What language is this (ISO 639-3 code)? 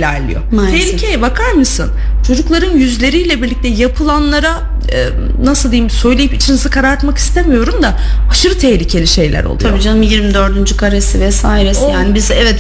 tur